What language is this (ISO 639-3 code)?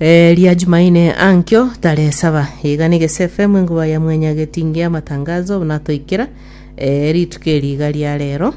guz